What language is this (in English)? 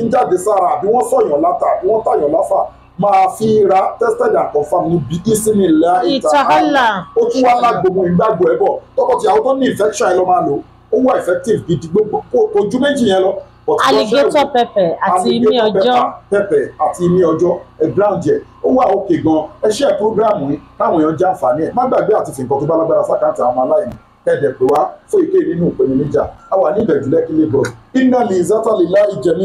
Yoruba